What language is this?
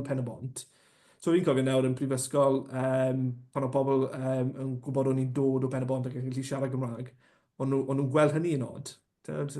Welsh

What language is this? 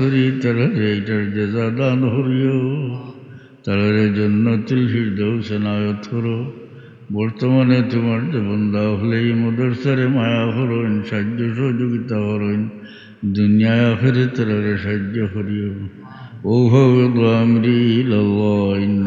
Sylheti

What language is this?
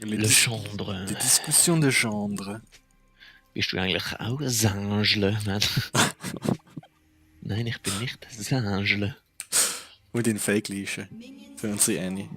Swiss German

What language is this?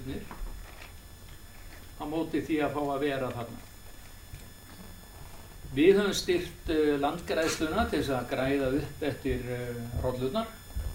Icelandic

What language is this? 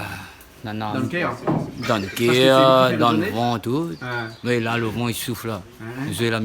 Réunion Creole French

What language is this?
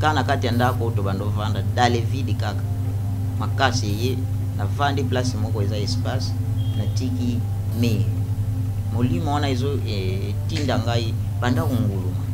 Lingala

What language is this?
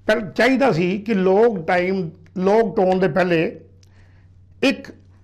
Punjabi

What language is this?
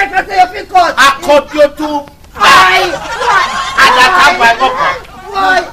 Jamaican Creole English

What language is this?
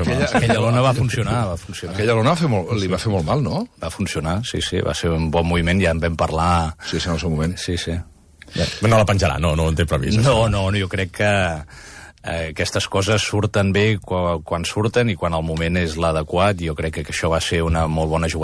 Catalan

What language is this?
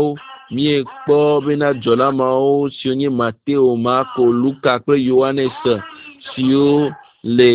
Ewe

